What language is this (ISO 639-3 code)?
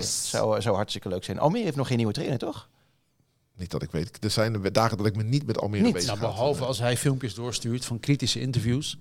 nld